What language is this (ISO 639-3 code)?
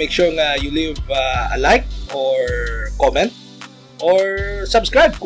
hil